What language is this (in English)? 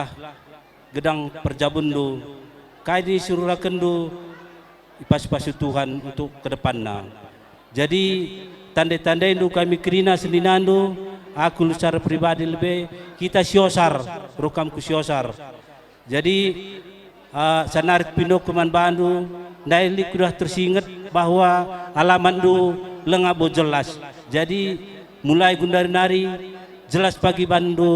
Batak Karo